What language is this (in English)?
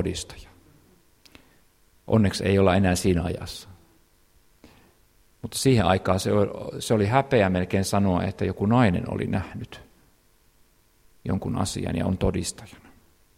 Finnish